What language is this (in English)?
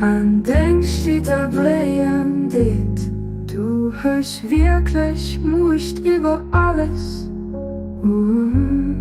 Luxembourgish